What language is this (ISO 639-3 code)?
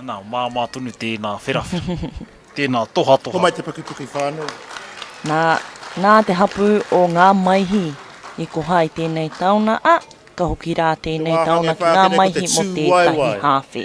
mri